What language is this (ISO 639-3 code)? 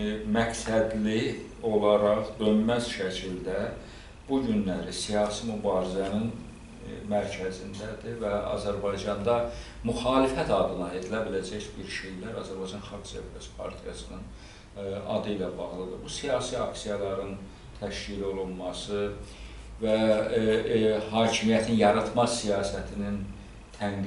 aze